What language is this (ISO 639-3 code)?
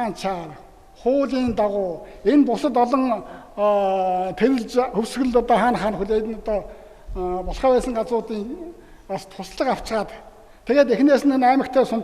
mon